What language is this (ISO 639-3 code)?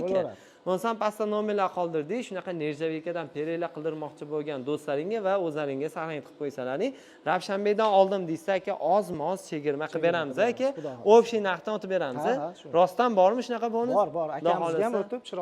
uzb